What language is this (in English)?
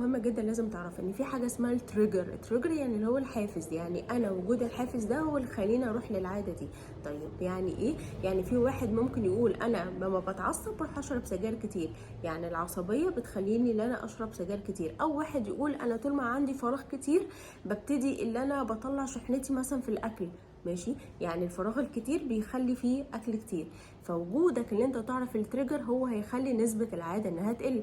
Egyptian Arabic